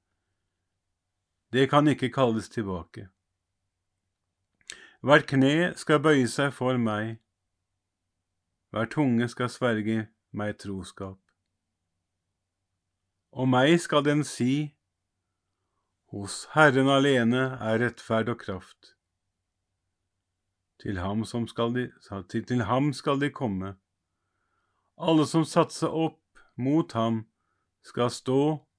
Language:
Norwegian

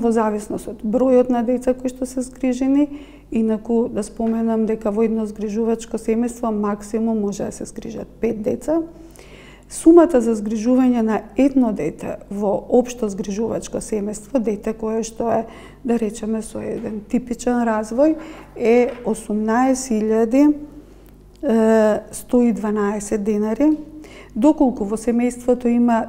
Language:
Macedonian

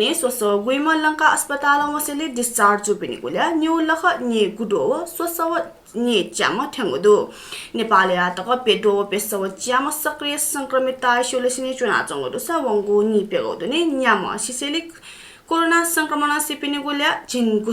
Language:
Newari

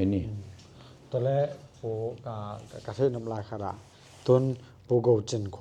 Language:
Tedim Chin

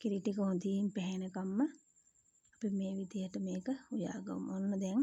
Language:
Sinhala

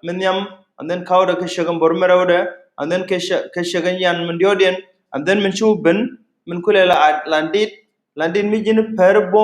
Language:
Nuer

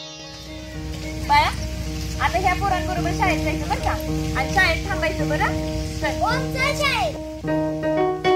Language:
Marathi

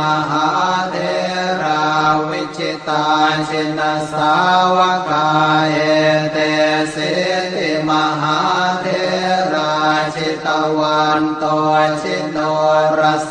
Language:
Pali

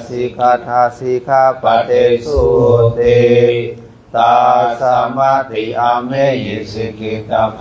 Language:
Pali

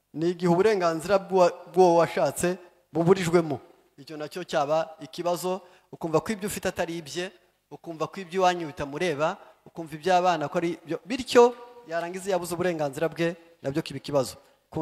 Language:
Kinyarwanda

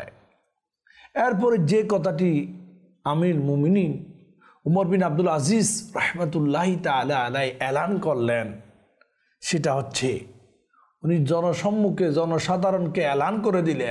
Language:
Bangla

